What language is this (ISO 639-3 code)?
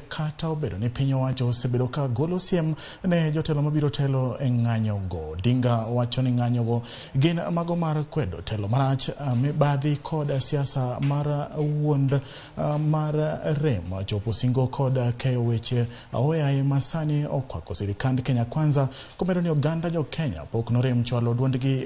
luo